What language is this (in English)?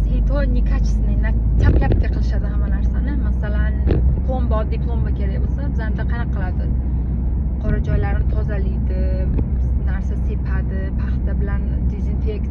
Uzbek